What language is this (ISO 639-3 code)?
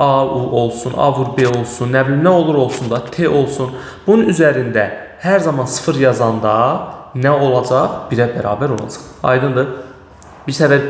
aze